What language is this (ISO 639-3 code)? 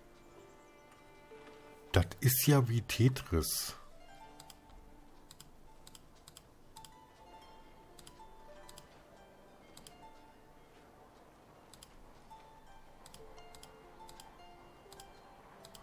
deu